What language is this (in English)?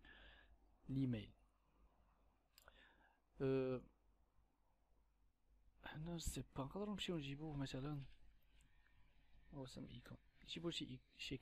Moroccan Arabic